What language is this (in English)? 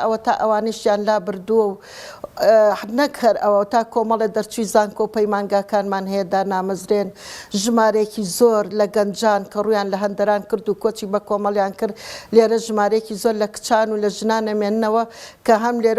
Central Kurdish